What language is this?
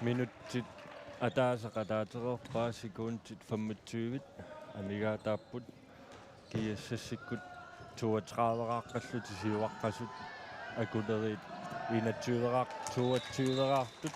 Kalaallisut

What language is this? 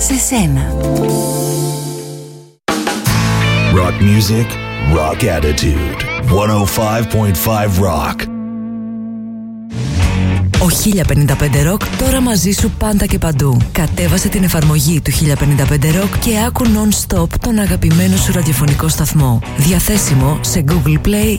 Greek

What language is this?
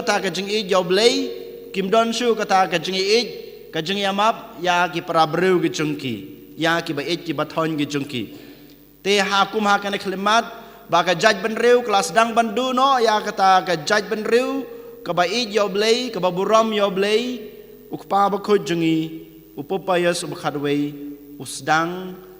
Khasi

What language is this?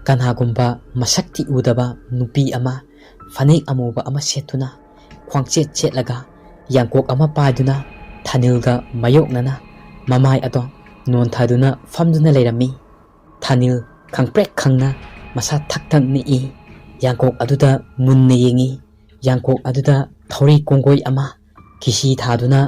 Manipuri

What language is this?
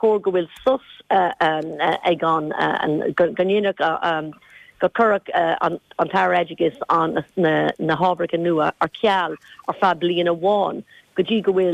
Irish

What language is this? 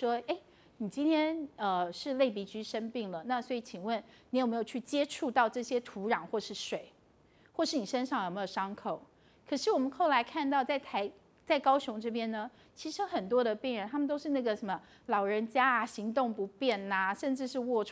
Chinese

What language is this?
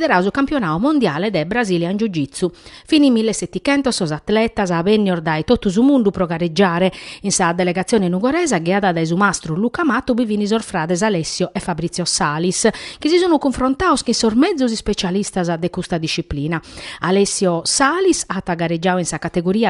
Sardinian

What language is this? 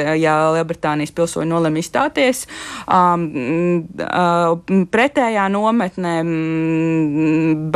Latvian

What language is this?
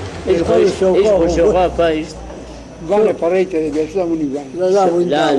Zaza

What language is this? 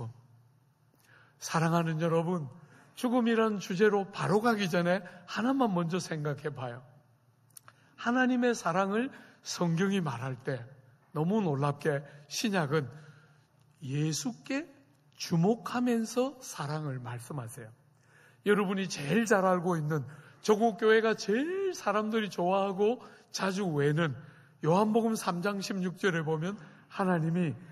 Korean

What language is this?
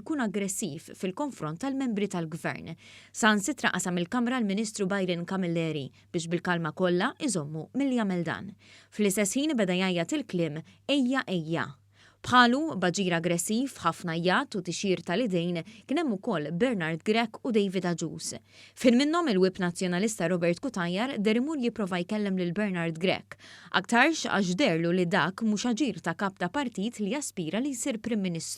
Maltese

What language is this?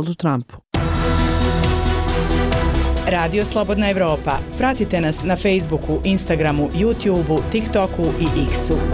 Bosnian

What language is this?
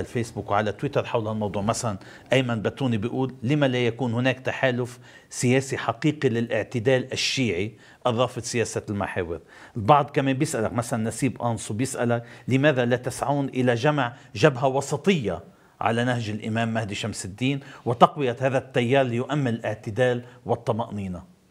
North Levantine Arabic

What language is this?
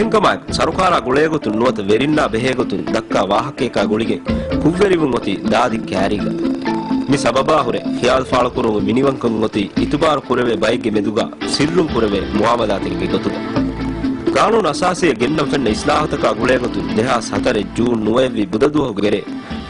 Divehi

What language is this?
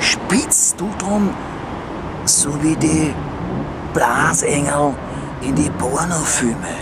Bavarian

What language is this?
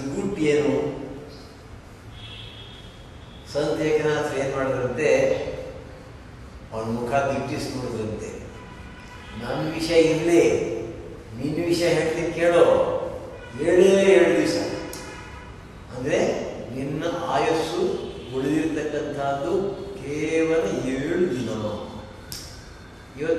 Kannada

